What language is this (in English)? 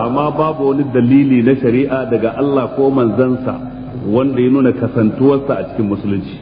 Hausa